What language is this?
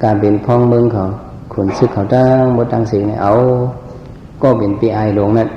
Shan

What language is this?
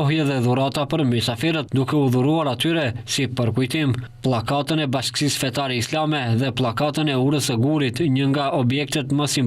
Albanian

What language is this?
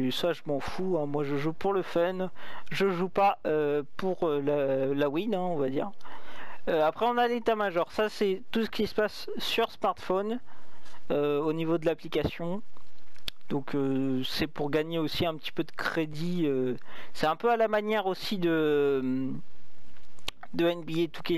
French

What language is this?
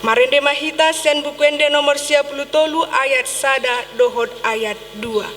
Batak Toba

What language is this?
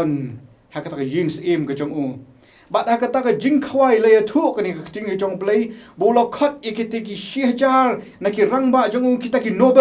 Khasi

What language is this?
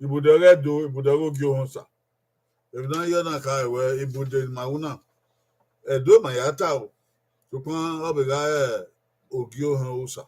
Bini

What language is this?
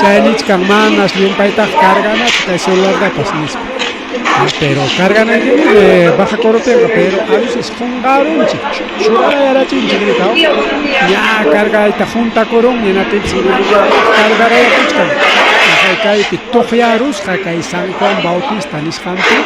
Ayacucho Quechua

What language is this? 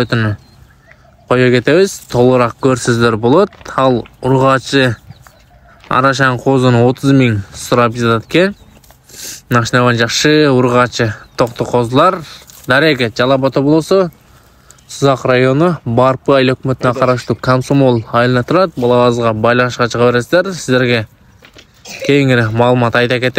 Kyrgyz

